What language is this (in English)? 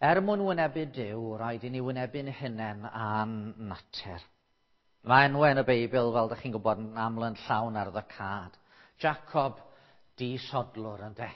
Welsh